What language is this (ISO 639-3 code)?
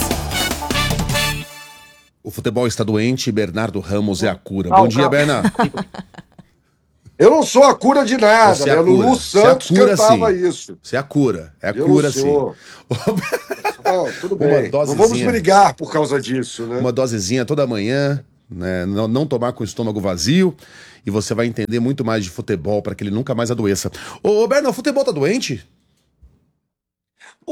por